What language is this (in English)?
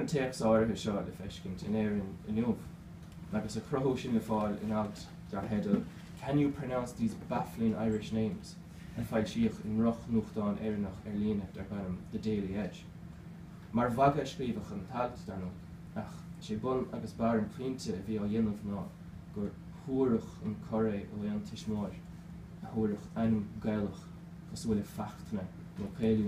Irish